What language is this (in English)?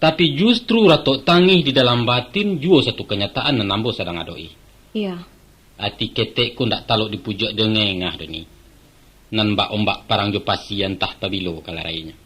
Minangkabau